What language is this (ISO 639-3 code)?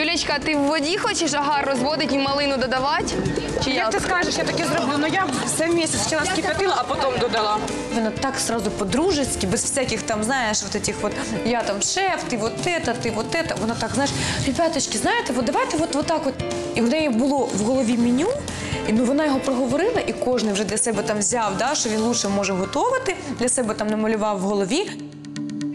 ukr